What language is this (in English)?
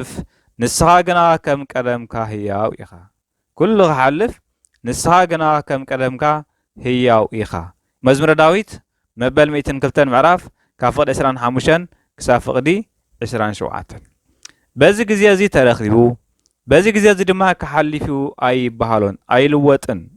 Tigrinya